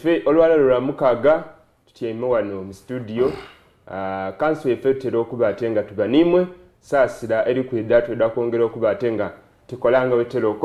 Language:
Soga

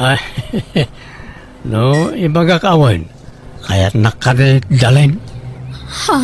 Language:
Iloko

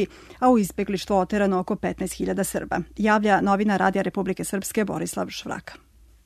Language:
Serbian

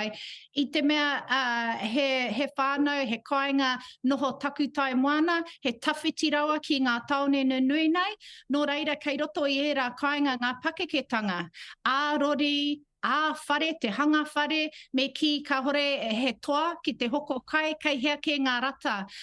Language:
Māori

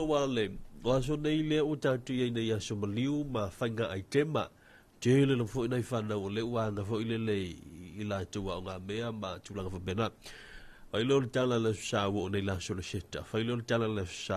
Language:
Samoan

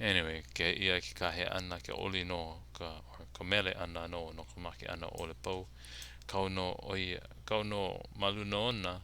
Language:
Hawaiian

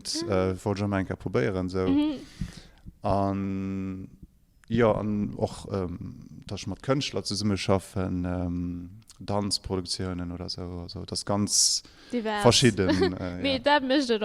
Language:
Luxembourgish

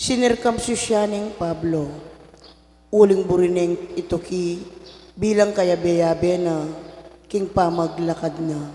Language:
Pampanga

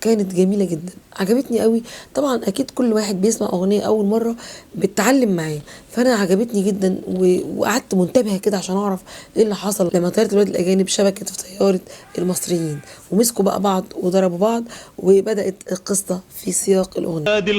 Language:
Egyptian Arabic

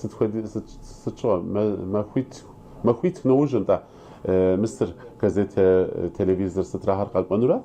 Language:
Kabardian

